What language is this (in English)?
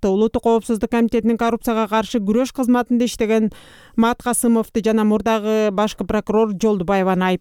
Kyrgyz